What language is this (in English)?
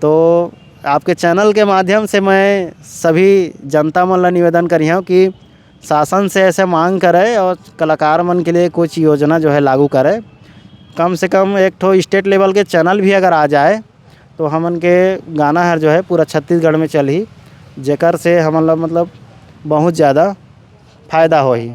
Chhattisgarhi